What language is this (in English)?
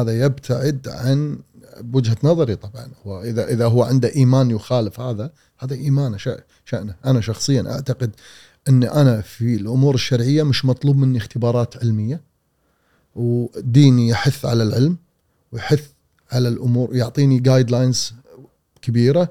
Gulf Arabic